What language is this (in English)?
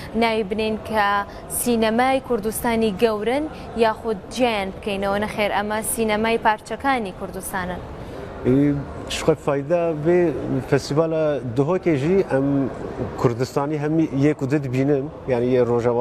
Kurdish